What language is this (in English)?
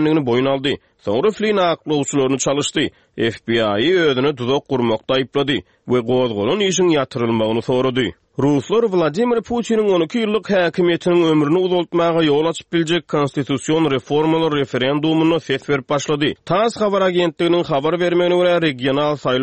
Turkmen